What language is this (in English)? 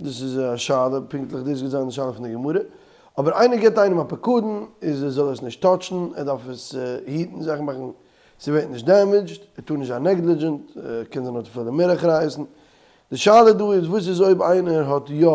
Yiddish